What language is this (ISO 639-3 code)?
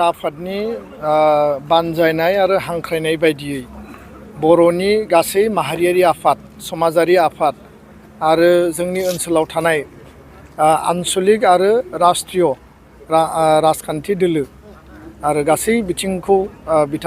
brx